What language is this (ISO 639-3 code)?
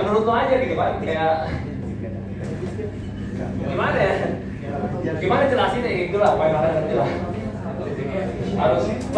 ind